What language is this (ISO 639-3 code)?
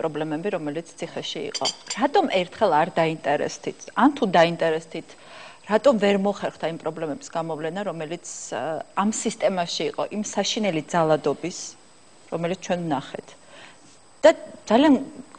kat